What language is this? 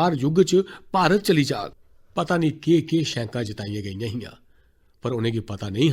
Dogri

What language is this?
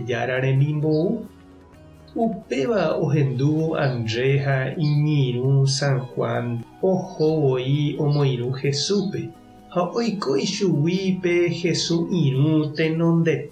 Guarani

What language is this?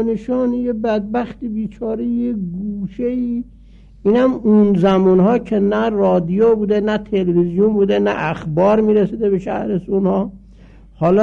Persian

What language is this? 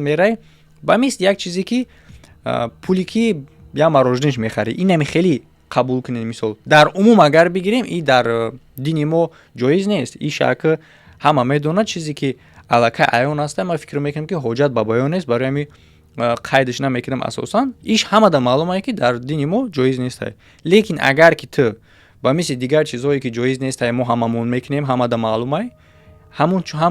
Tajik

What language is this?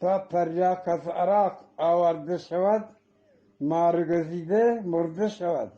Eastern Balochi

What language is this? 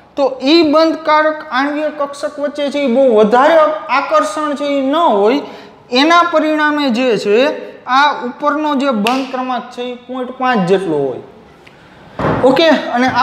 Gujarati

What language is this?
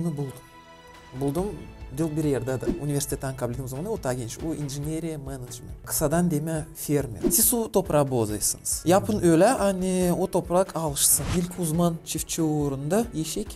Gagauz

